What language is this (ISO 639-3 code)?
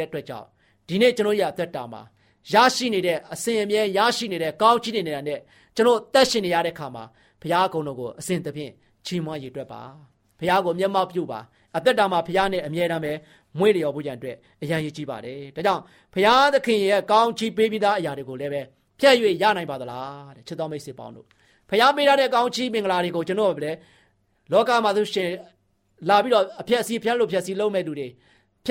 mya